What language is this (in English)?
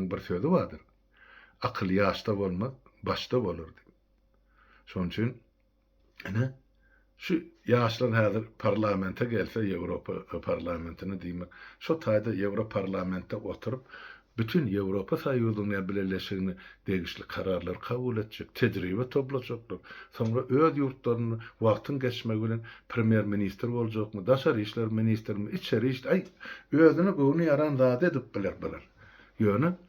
Turkmen